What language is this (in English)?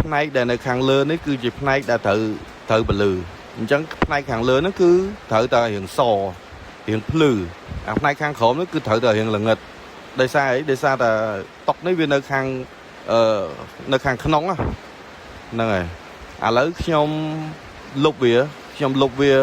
Khmer